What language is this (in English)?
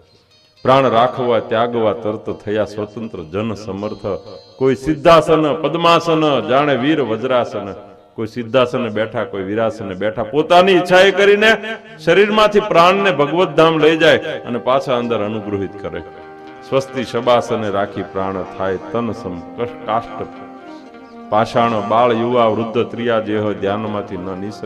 Gujarati